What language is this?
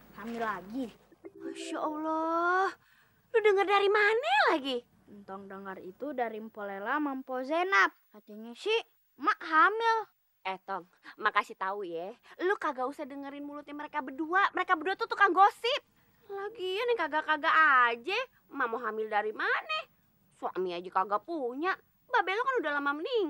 Betawi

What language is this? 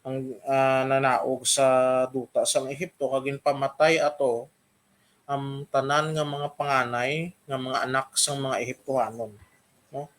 Hiligaynon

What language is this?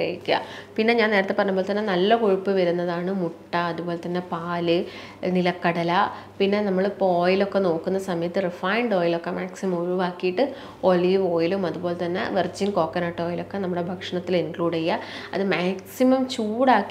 Malayalam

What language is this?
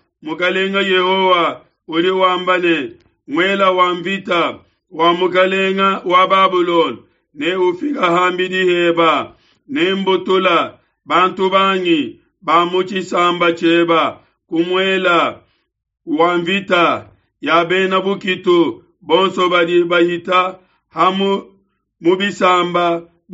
Luba-Lulua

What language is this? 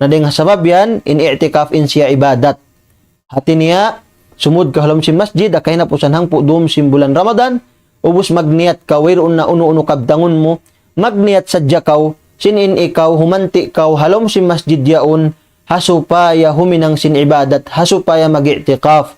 Tausug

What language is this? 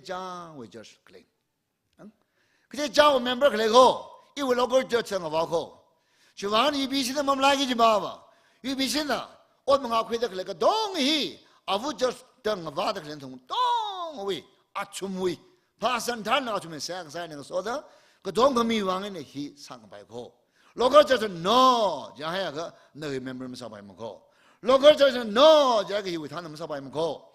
Tangkhul Naga (India)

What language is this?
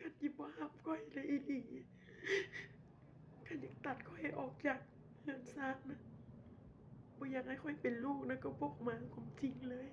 Lao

